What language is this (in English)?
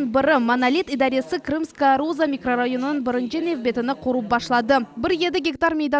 Crimean Tatar